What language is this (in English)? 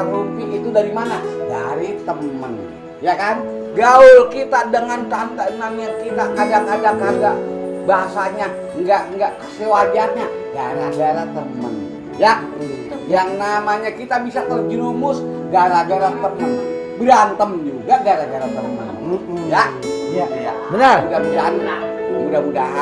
Betawi